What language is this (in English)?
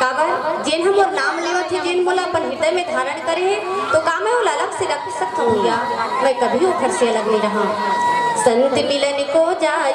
Chhattisgarhi